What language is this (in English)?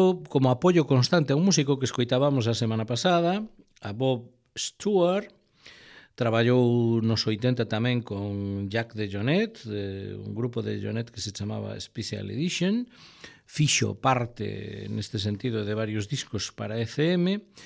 Galician